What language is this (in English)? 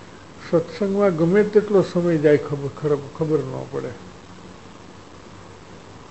Gujarati